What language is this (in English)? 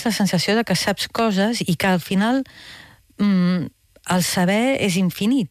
Catalan